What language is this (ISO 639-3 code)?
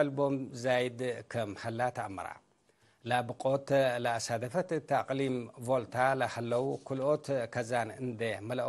tig